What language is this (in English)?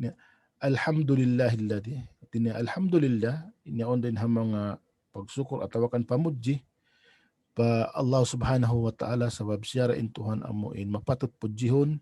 Tausug